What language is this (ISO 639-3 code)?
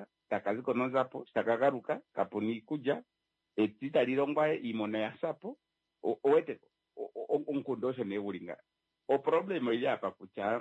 kua